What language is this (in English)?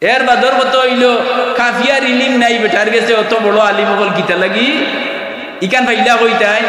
Sylheti